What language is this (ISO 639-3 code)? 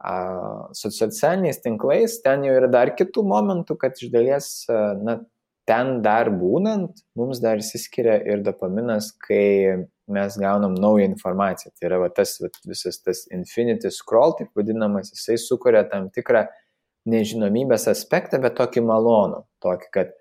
lit